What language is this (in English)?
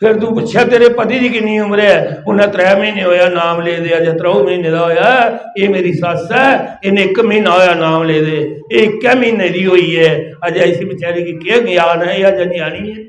Dogri